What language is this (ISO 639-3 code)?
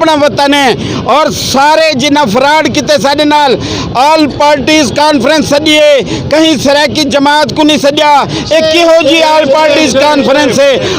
skr